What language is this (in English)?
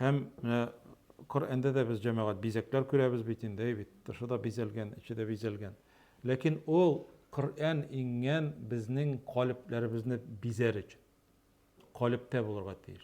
Tatar